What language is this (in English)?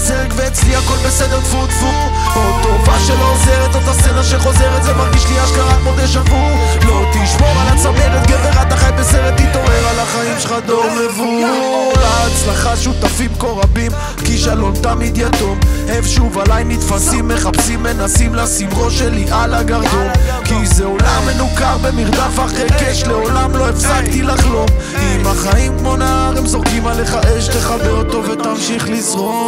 Hebrew